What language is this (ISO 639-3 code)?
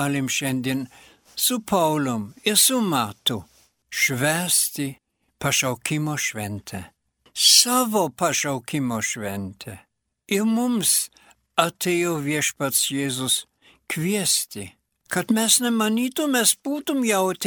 lit